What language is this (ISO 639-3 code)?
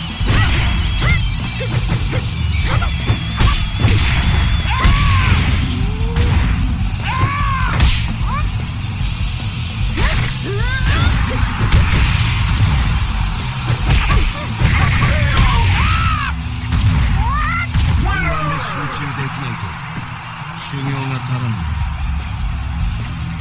jpn